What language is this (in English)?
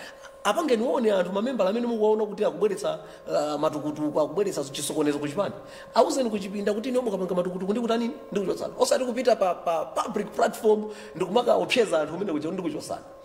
Nyanja